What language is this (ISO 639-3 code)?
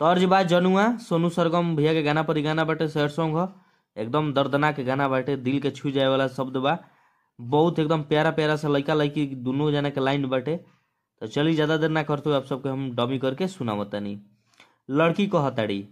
bho